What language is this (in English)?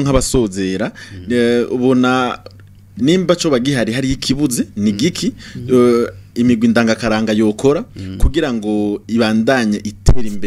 Rundi